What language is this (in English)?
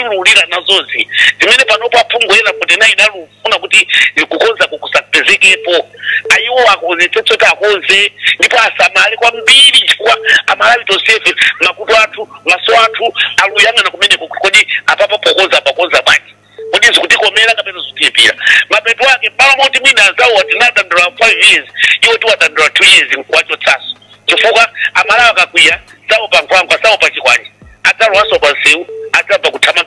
Nyanja